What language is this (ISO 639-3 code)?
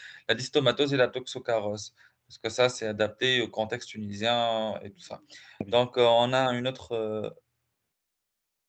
fra